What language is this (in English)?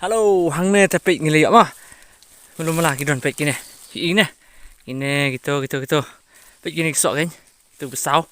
Khasi